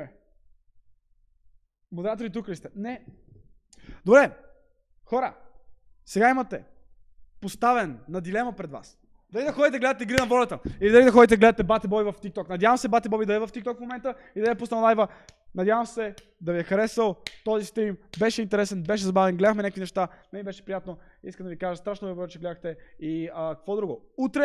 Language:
Bulgarian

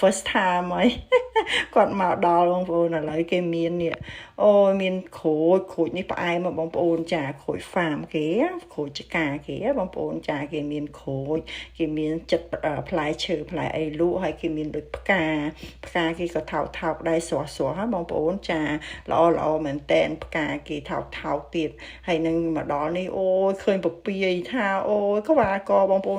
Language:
Khmer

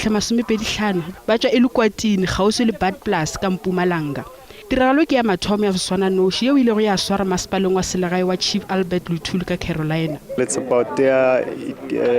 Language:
Northern Sotho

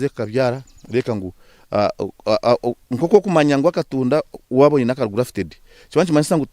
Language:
Nyankole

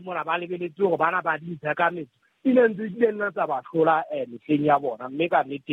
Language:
Southern Sotho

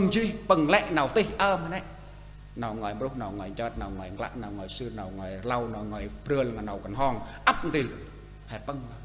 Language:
Central Mnong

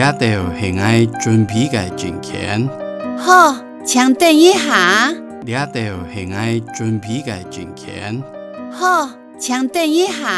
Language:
Hakka Chinese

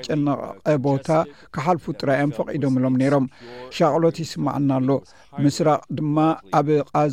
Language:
Tigrinya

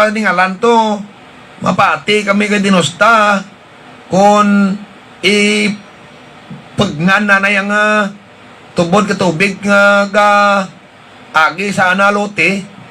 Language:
Hiligaynon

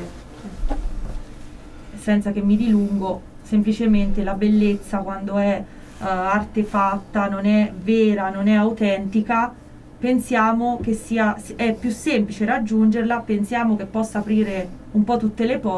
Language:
Italian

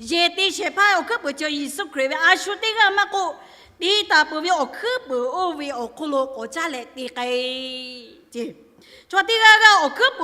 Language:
Lahu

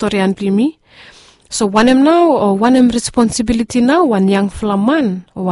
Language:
Bislama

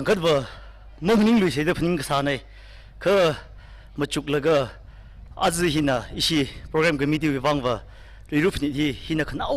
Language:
Tangkhul Naga (India)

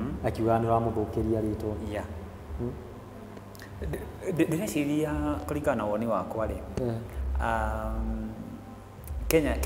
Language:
Kikuyu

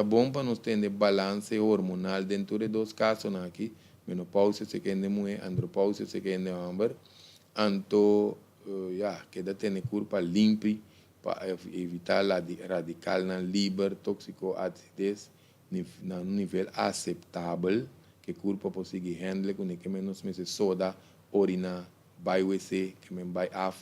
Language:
Papiamento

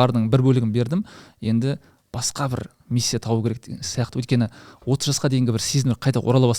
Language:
Kazakh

